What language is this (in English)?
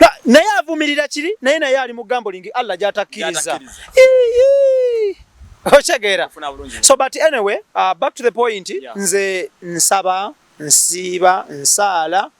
Ganda